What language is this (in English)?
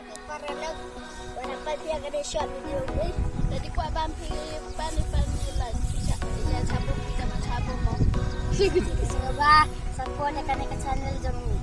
Khasi